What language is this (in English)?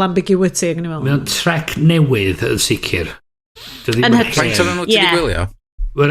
Welsh